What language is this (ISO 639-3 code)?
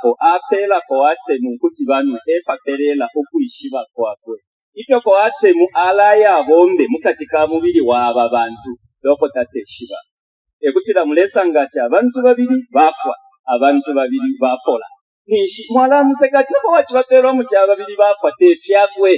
bem